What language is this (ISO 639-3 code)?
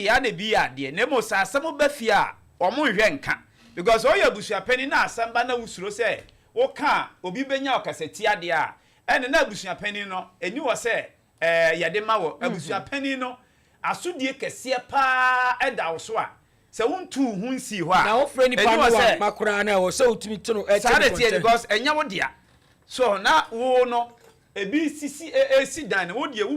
aka